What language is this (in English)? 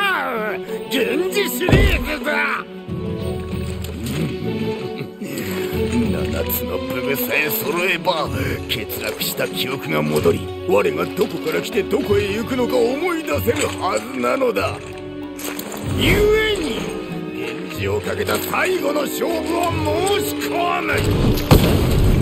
Japanese